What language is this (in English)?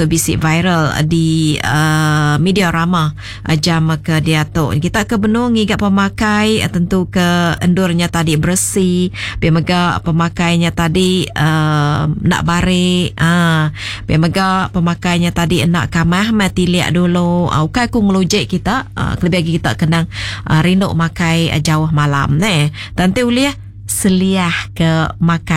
Iban